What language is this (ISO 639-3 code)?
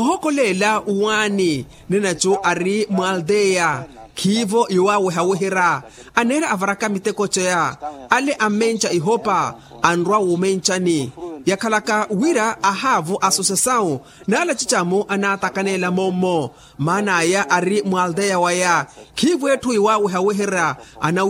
vmw